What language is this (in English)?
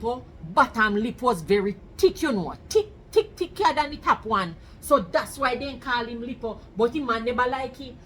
Jamaican Creole English